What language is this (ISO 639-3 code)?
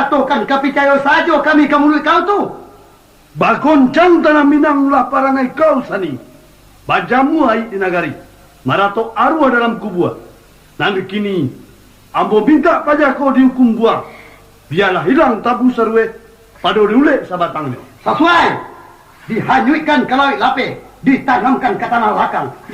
min